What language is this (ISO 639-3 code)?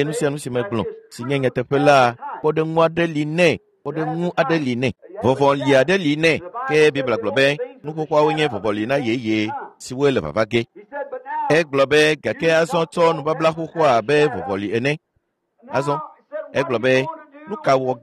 ewe